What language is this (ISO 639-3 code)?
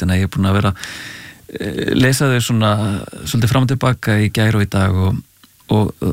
isl